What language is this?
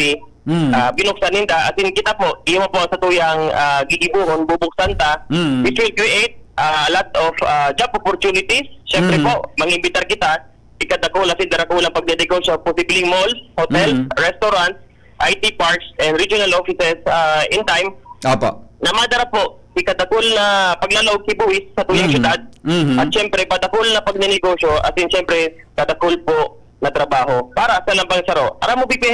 Bikol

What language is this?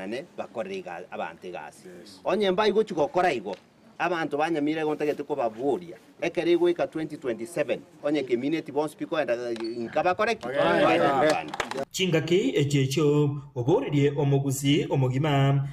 Gusii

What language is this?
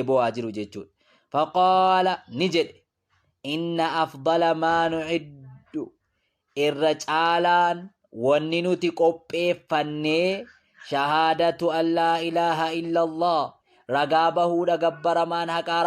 Oromo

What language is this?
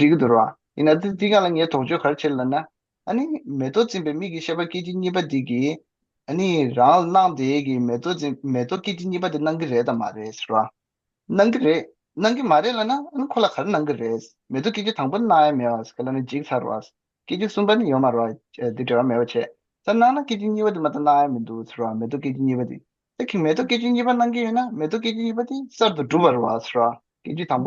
Tibetan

